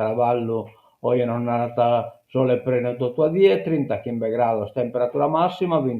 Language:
Sardinian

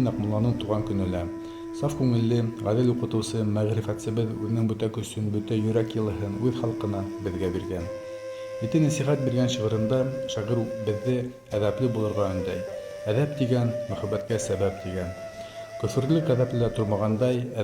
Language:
Bashkir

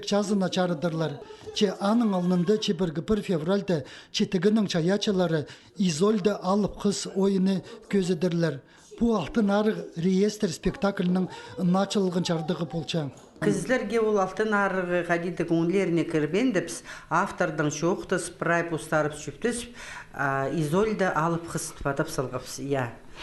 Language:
Khakas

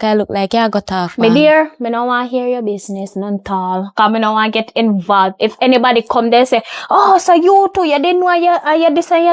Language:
Jamaican Creole English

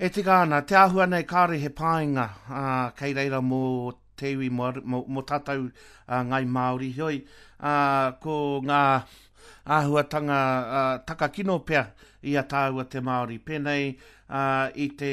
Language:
Māori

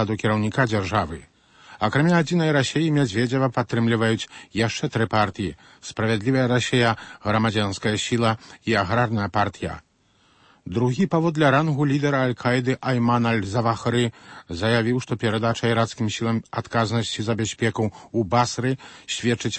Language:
Belarusian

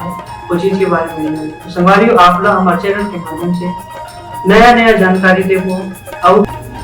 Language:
Chhattisgarhi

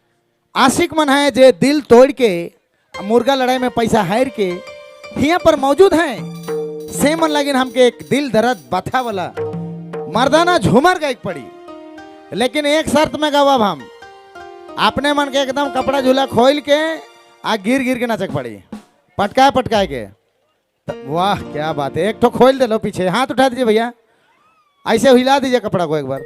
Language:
Sadri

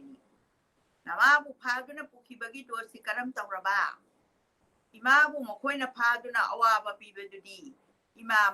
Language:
Manipuri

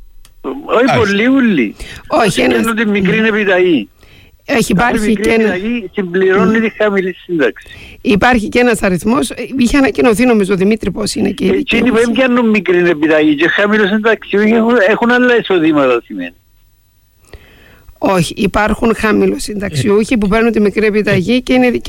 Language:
Greek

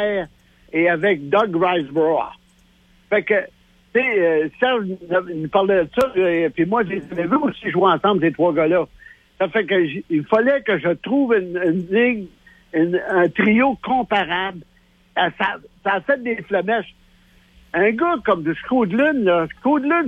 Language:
French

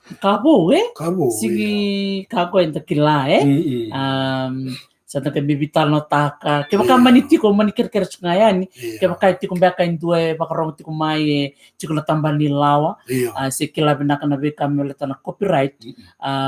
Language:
Fijian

